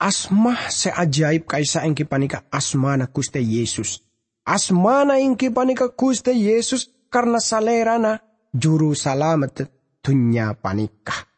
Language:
Madurese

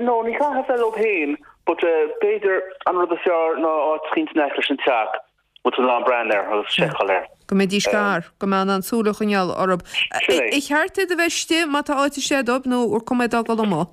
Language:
Irish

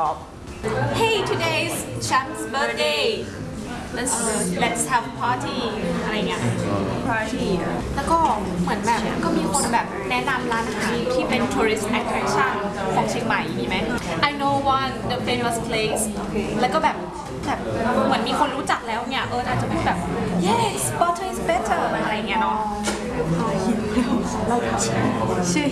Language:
Thai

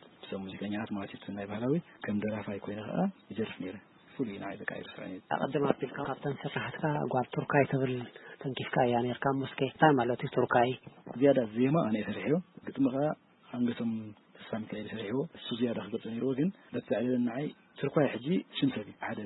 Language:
Tigrinya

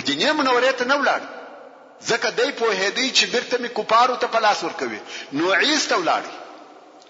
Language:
Pashto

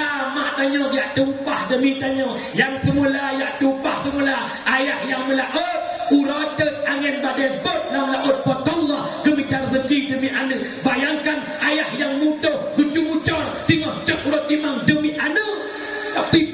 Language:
Achinese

